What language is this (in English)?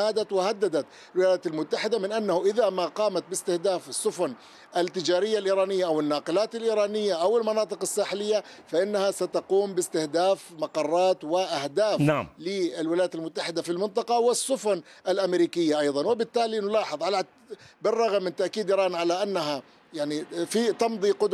Arabic